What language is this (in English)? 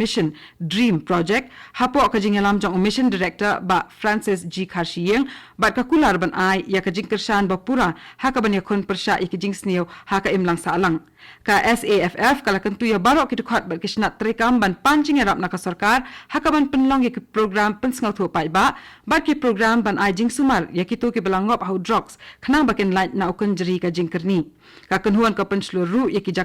Khasi